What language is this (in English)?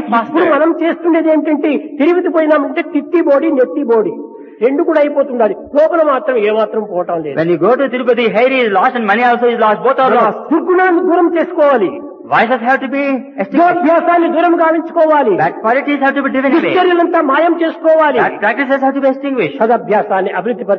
Telugu